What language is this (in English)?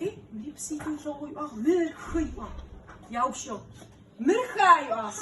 Adyghe